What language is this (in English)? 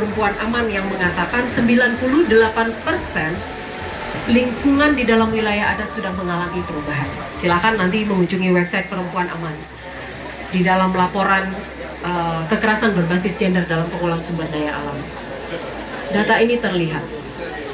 Indonesian